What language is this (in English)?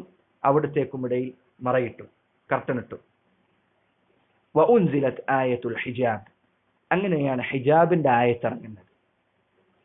Malayalam